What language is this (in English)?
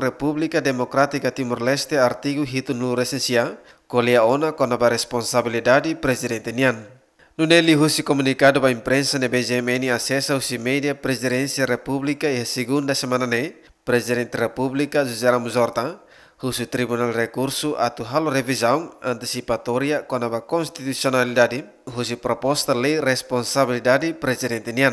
Tetum